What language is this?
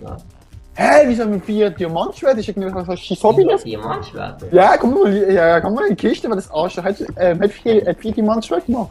Swiss German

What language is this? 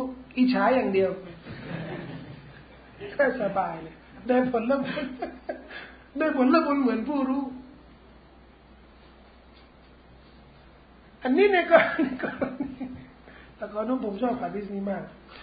Thai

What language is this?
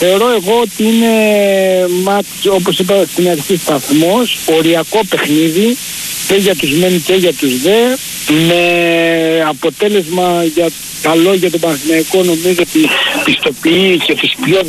Greek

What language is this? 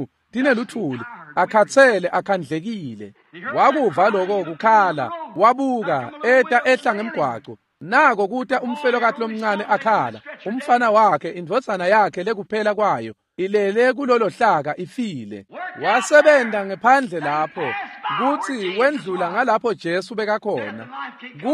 Swati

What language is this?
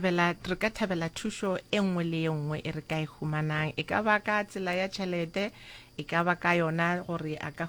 Northern Sotho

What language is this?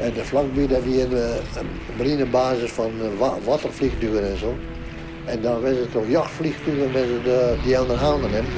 Western Frisian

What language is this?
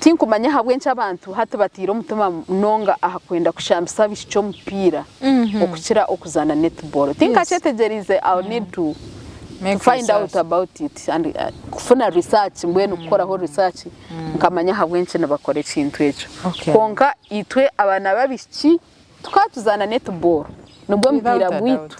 Nyankole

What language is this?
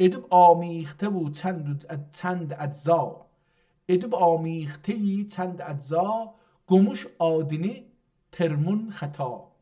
South Azerbaijani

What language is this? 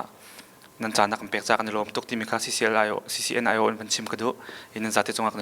Hakha Chin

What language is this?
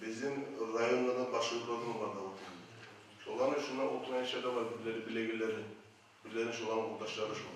Kumyk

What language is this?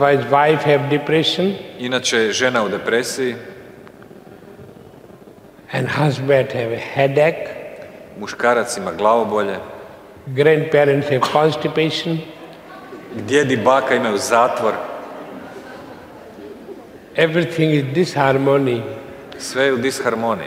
Croatian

